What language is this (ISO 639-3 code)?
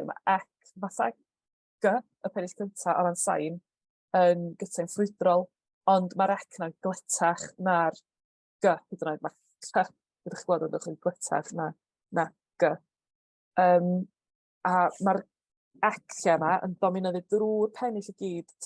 cym